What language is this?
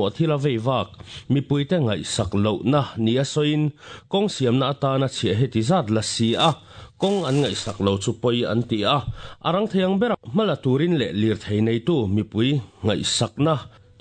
Mizo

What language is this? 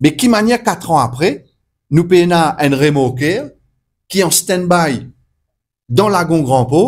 Morisyen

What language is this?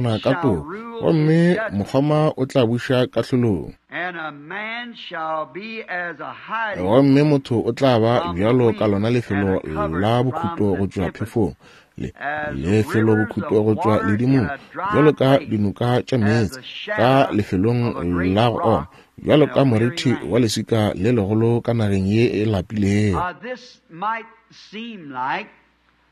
Northern Sotho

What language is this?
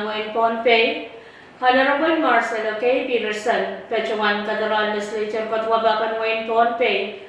Pohnpeian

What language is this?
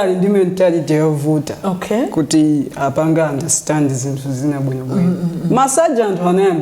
Nyanja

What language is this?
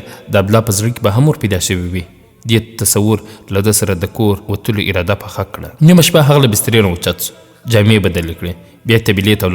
Pashto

